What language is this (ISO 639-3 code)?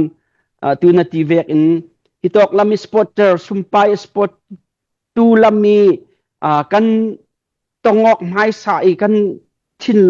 cnh